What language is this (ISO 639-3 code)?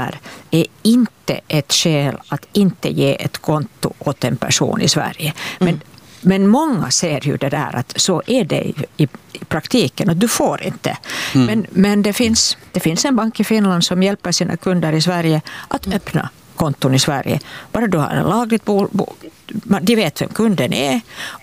swe